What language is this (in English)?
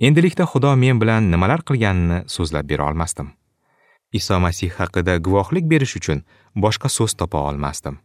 Uzbek